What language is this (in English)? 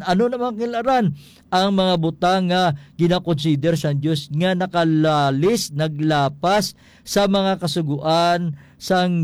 Hiligaynon